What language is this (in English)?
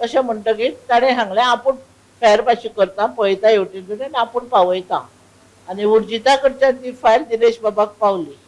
Konkani